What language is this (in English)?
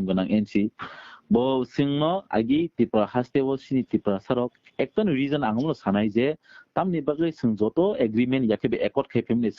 Kok Borok